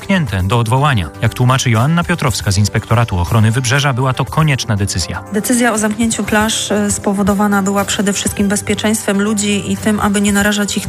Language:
Polish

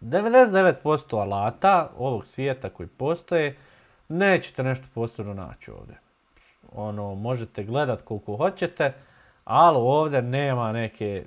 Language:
Bosnian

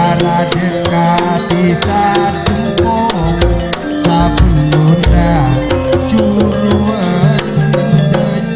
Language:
Madurese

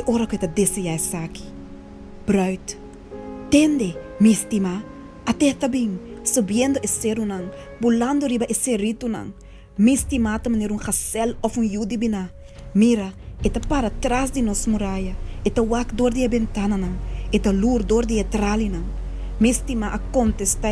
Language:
Papiamento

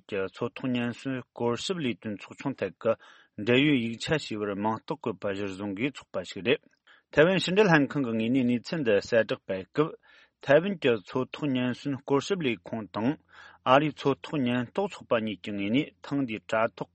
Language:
Tibetan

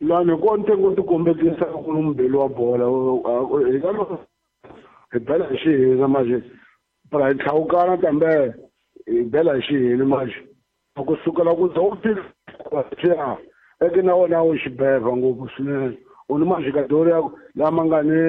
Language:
Tsonga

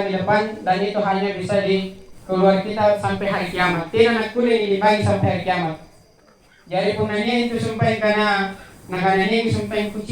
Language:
Makasar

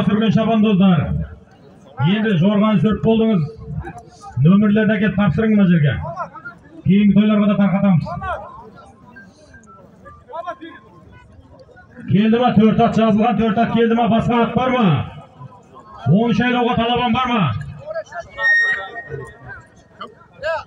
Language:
Kazakh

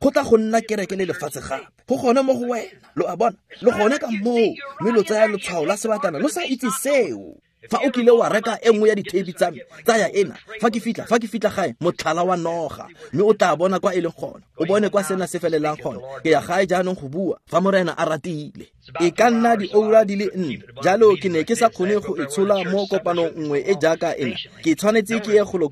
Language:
Tswana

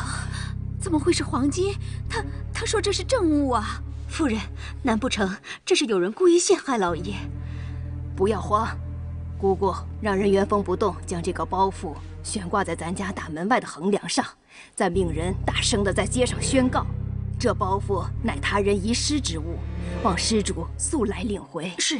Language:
Chinese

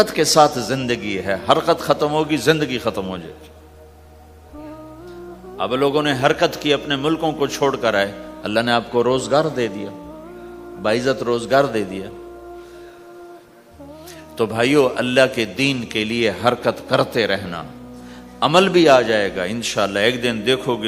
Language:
Urdu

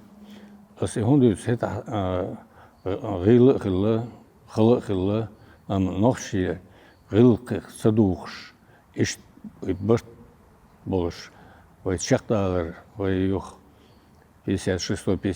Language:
Chechen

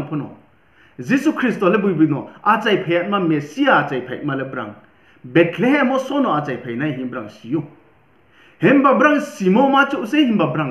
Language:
Riang (India)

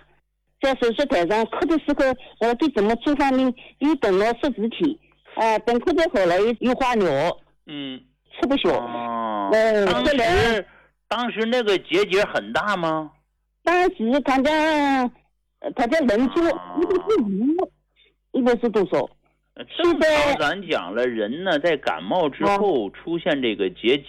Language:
Chinese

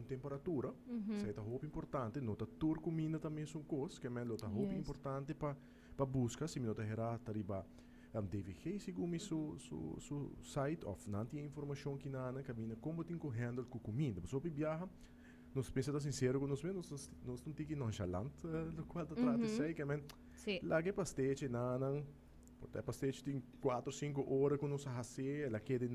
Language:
Papiamento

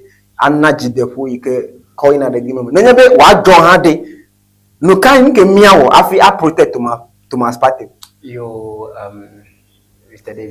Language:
Ewe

